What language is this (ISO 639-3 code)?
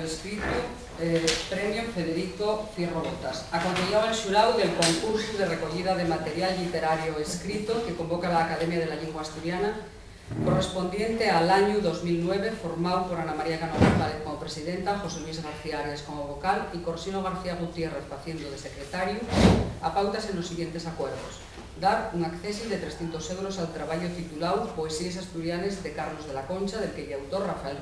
ast